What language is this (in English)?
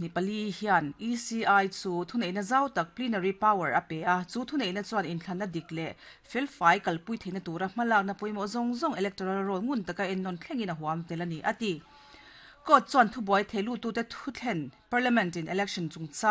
Mizo